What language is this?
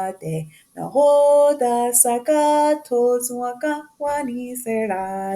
Mohawk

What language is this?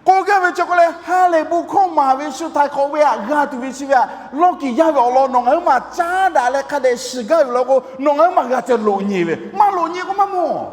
Lahu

